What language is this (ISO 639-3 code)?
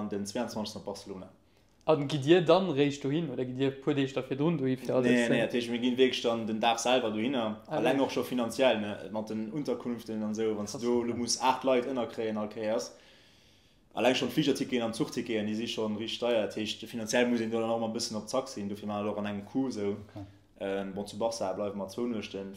ltz